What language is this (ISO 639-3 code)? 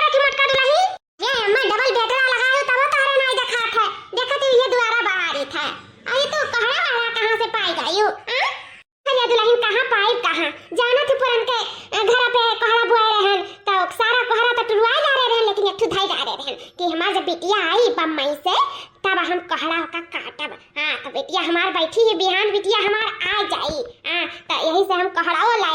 awa